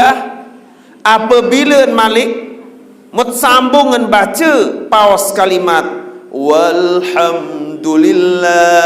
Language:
Sasak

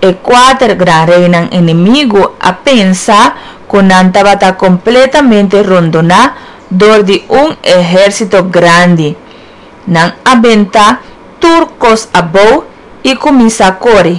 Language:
Papiamento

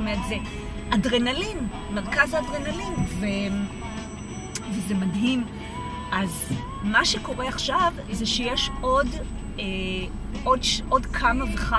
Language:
Hebrew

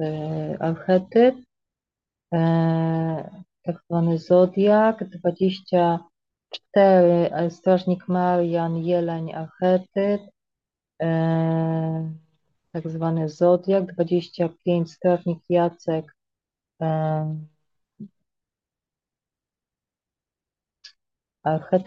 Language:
Polish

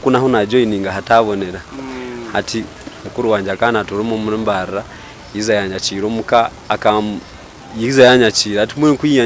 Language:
Nyankole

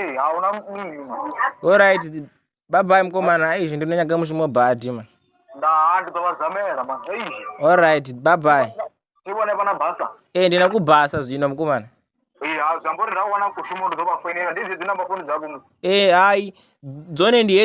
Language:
Venda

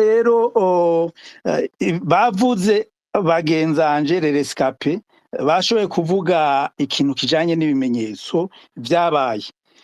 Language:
Rundi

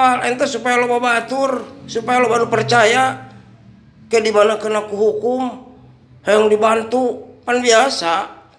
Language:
Sundanese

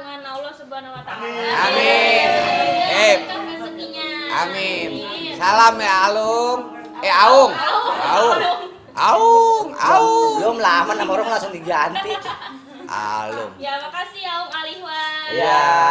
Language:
Betawi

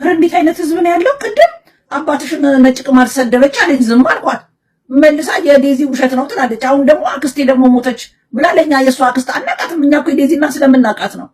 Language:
Amharic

